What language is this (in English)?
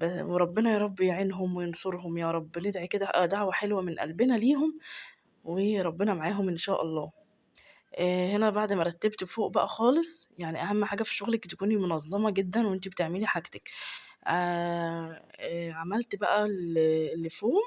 Egyptian Arabic